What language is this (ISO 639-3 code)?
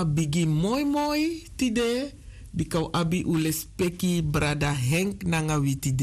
srn